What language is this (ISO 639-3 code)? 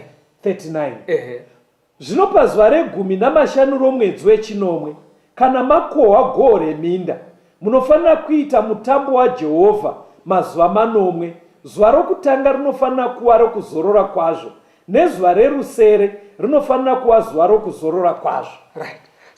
sna